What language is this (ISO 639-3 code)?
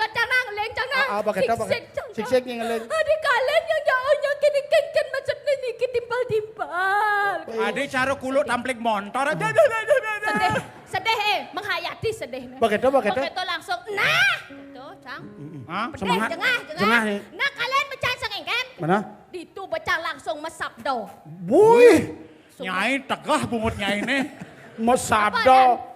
ban